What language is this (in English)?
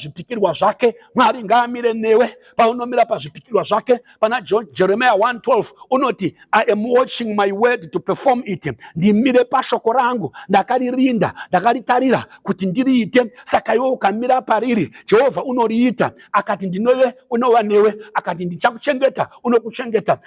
Shona